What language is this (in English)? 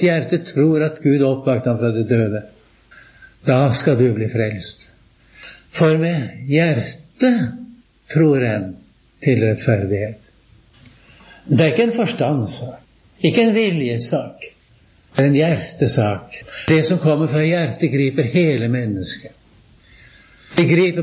Norwegian